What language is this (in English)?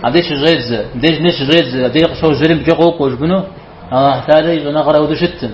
Kabardian